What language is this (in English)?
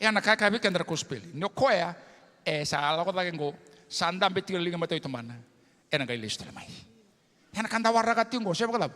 Fijian